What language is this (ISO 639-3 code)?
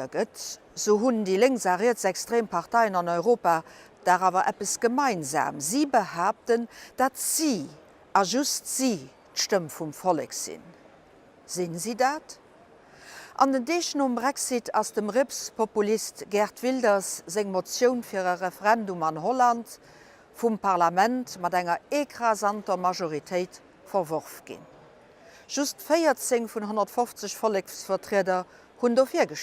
ltz